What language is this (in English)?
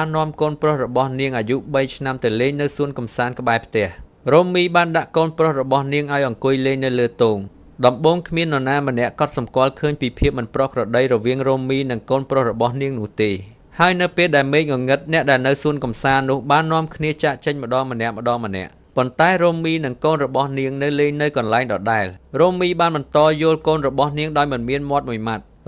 Khmer